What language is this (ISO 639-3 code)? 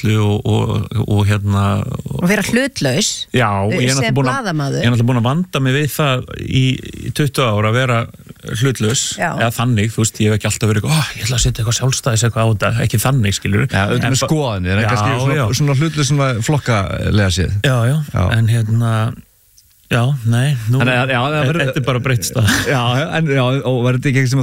isl